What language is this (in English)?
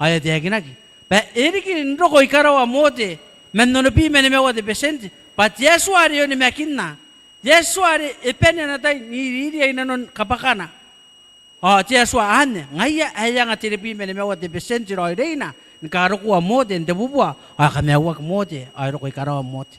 Gilbertese